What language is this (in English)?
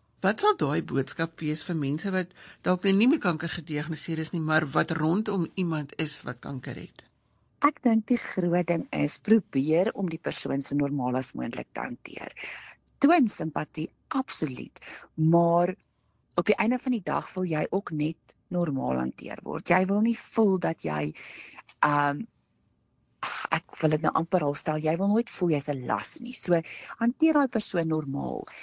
Afrikaans